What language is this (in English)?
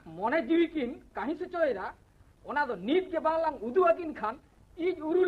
Santali